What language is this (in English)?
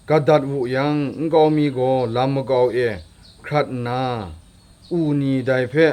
Kachin